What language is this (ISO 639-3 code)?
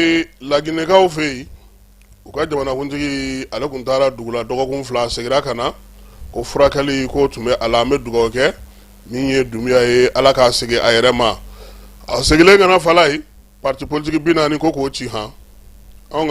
bam